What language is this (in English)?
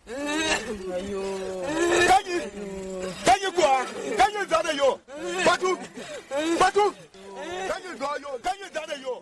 Tiv